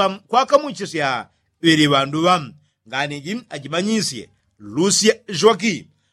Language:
Yao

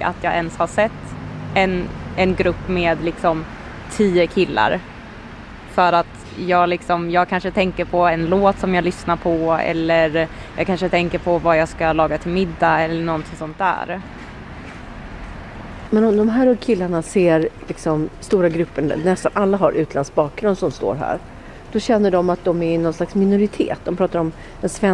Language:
Swedish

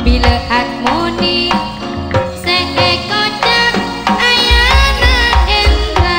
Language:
Madurese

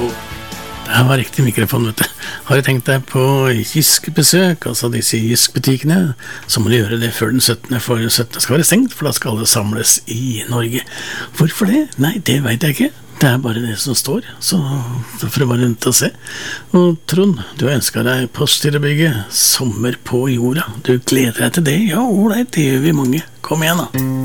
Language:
Norwegian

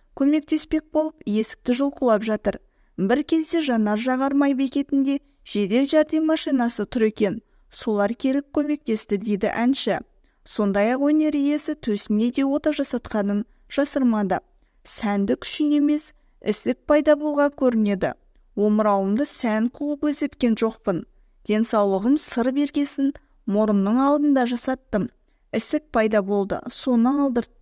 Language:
Kazakh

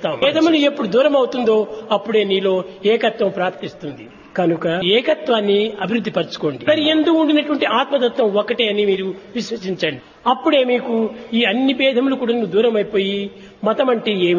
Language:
Telugu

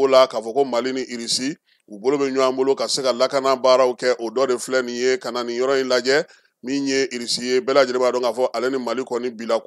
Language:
Bambara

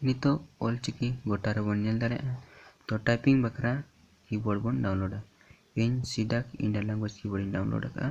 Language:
Santali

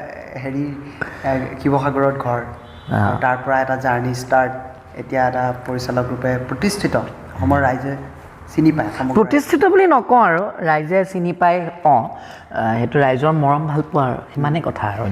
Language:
Assamese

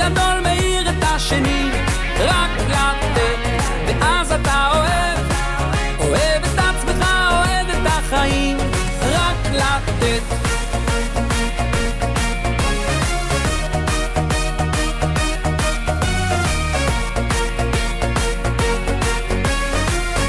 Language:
Hebrew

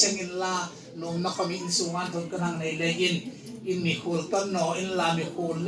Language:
Hmar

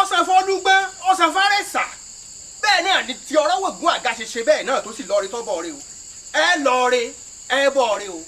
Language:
Yoruba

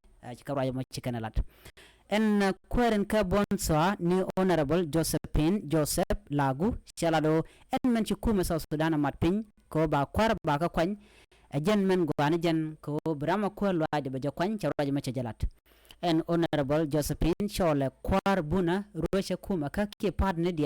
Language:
Nuer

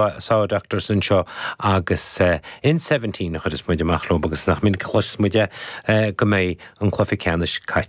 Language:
Irish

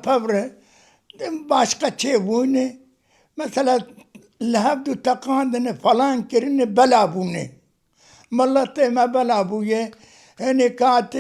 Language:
Kurdish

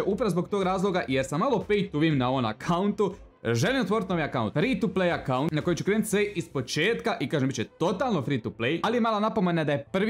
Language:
Croatian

